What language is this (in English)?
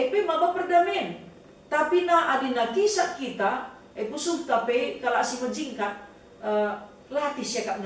Batak Karo